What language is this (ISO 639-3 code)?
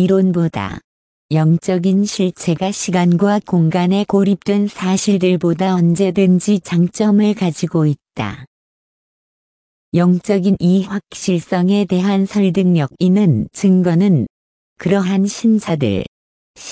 kor